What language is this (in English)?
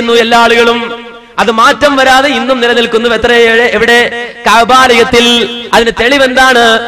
Malayalam